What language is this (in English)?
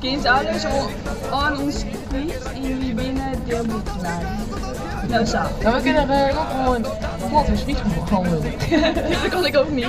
Western Frisian